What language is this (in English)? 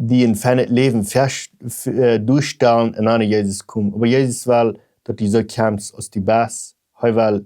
Plautdietsch